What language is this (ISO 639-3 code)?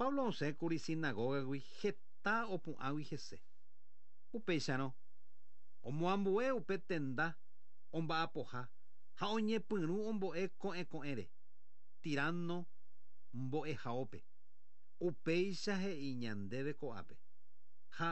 grn